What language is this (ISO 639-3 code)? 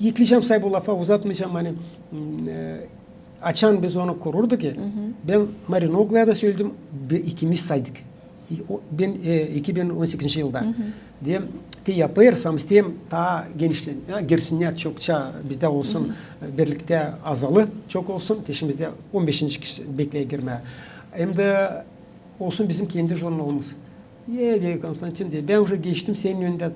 gag